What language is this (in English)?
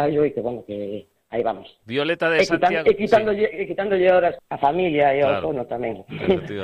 Galician